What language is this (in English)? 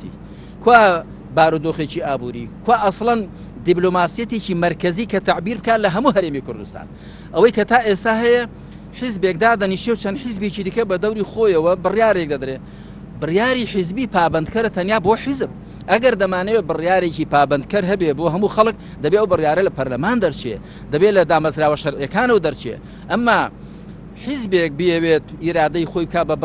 Central Kurdish